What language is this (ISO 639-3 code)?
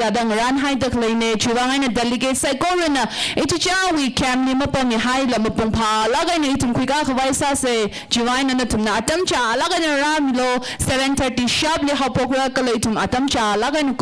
nmf